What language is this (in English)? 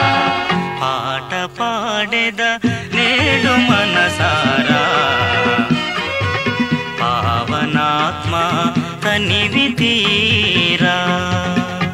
Telugu